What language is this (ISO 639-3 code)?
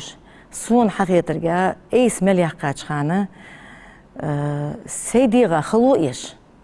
inh